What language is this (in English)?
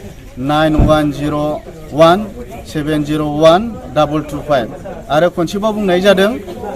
Bodo